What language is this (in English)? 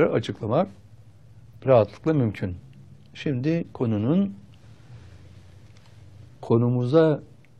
Turkish